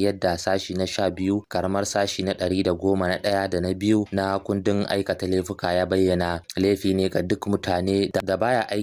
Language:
Hausa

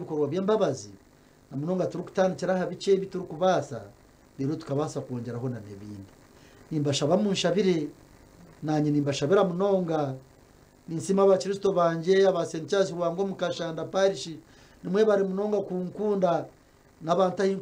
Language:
Nyankole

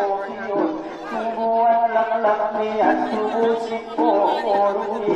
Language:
Batak Angkola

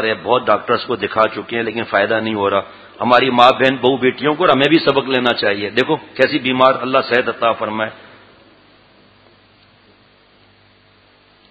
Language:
Urdu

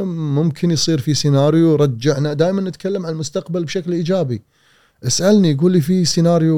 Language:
Gulf Arabic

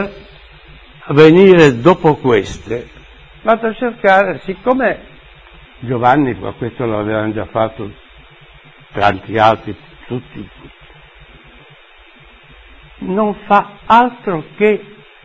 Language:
Italian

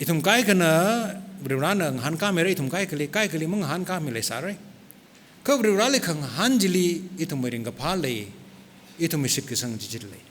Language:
Tangkhul Naga (India)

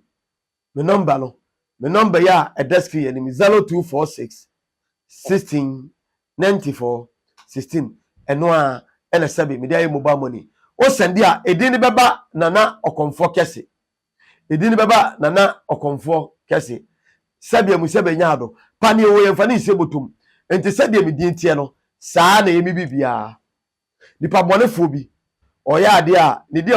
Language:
Akan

